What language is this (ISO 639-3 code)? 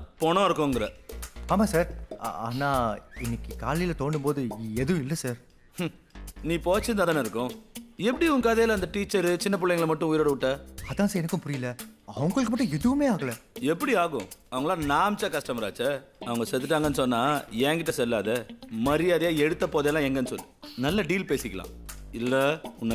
tam